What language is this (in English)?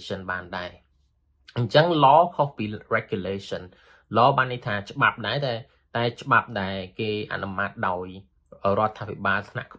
Khmer